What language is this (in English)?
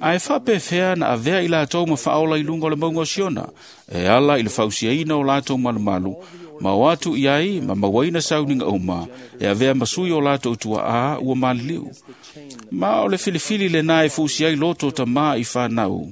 Samoan